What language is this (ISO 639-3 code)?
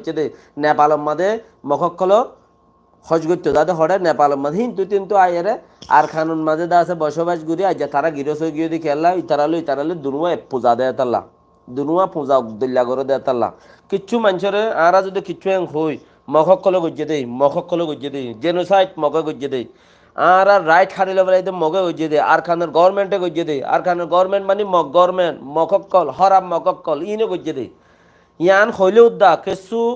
rhg